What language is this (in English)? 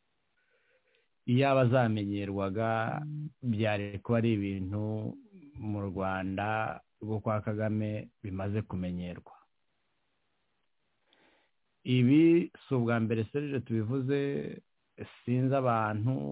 Kinyarwanda